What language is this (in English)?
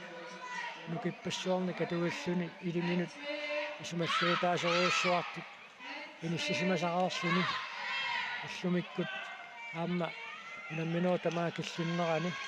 Kalaallisut